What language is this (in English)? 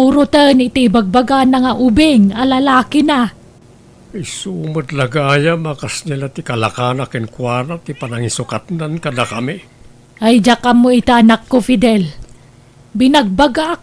Iloko